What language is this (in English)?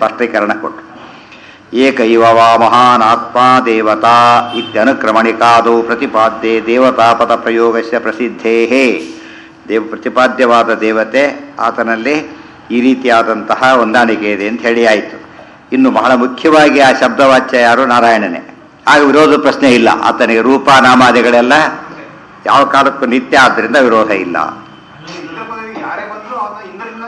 Kannada